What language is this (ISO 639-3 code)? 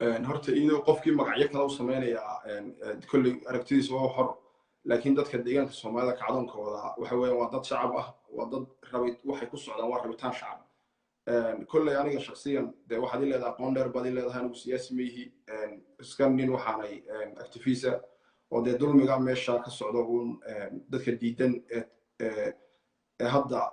som